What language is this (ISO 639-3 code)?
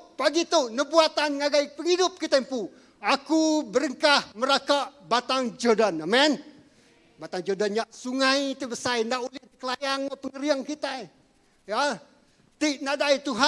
iba